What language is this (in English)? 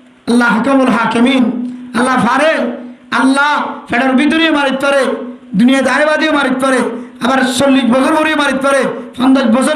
Rohingya